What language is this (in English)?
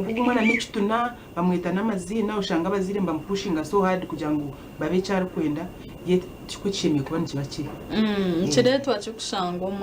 Nyankole